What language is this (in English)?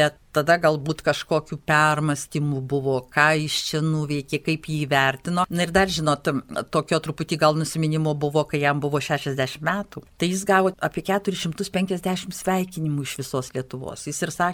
Lithuanian